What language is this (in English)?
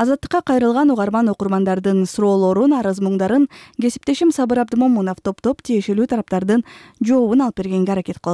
Kyrgyz